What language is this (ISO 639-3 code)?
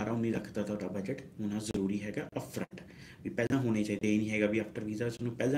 pan